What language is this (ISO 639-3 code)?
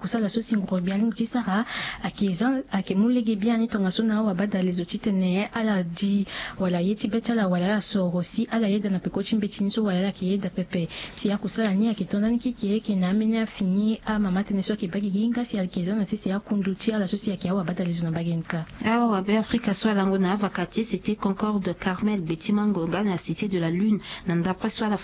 sag